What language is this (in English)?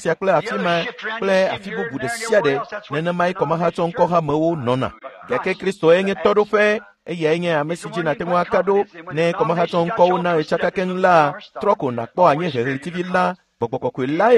Ewe